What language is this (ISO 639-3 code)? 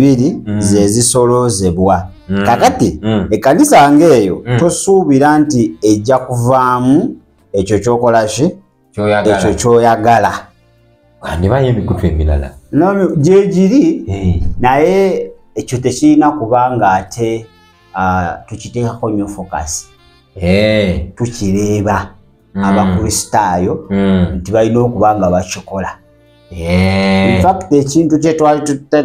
lug